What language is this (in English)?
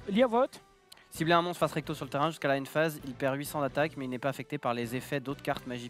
French